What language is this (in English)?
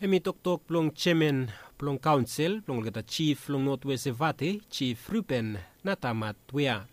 Bislama